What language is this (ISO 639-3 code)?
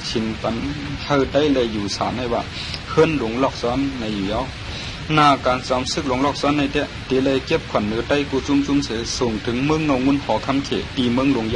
shn